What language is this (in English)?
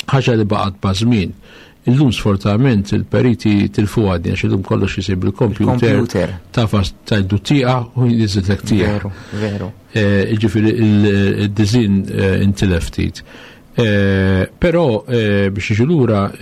Maltese